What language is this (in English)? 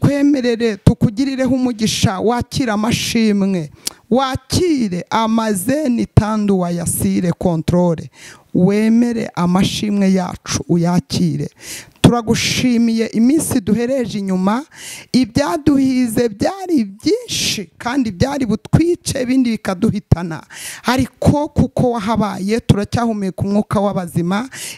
Kinyarwanda